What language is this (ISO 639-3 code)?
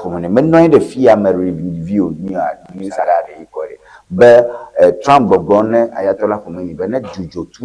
ewe